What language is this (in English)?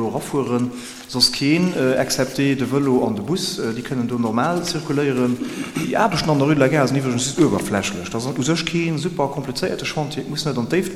Luxembourgish